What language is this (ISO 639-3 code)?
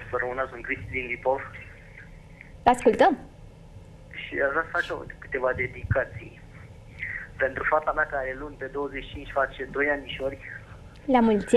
ron